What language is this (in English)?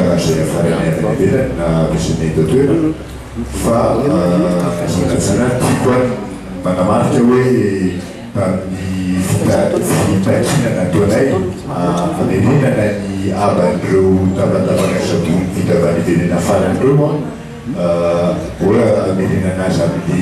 Malagasy